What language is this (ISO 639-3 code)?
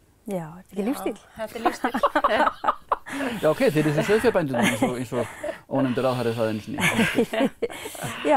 isl